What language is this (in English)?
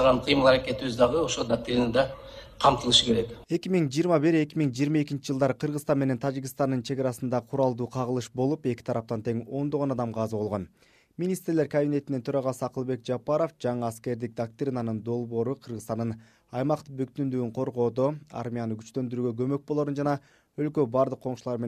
Kyrgyz